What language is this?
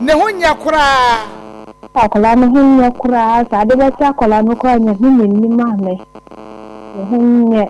Akan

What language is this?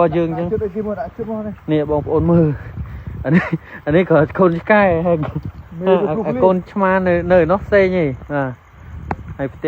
Khmer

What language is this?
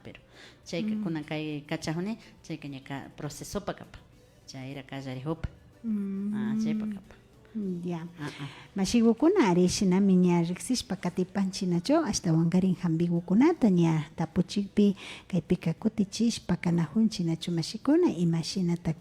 Imbabura Highland Quichua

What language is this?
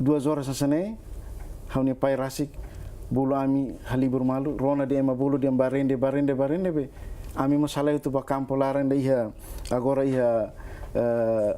Tetum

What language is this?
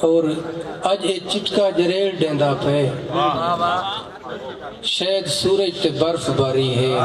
Saraiki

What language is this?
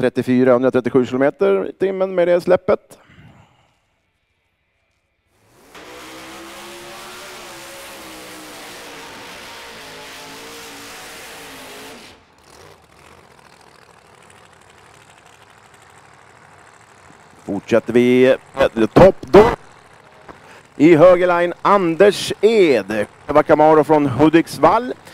Swedish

